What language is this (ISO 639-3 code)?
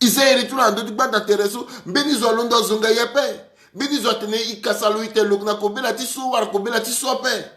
sag